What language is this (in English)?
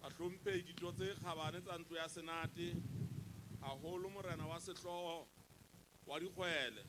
Southern Sotho